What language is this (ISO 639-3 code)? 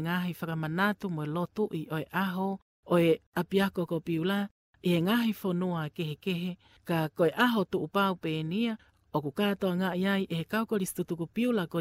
ton